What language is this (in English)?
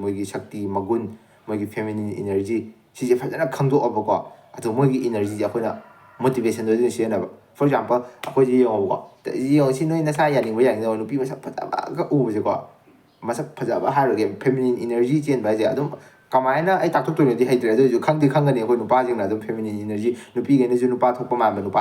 Manipuri